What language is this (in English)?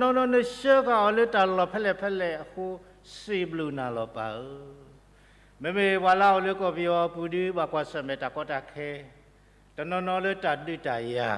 S'gaw Karen